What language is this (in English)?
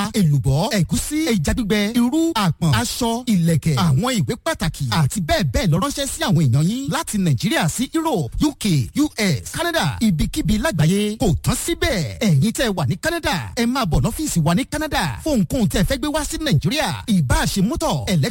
Yoruba